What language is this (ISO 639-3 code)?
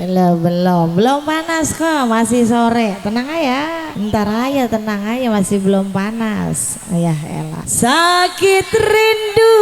bew